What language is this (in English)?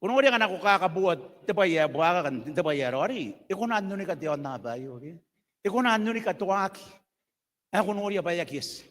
Gilbertese